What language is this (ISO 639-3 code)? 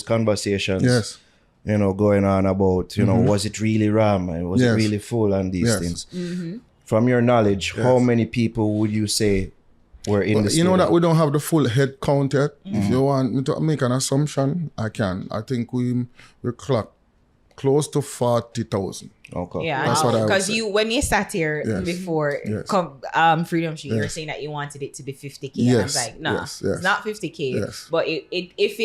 jam